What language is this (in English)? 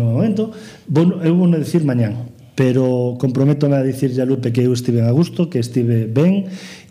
Galician